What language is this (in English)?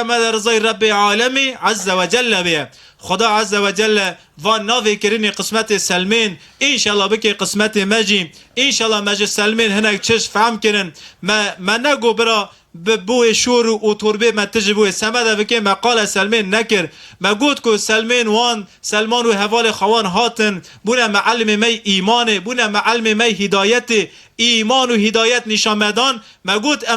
Kurdish